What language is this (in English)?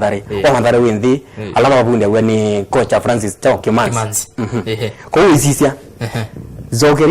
Kamba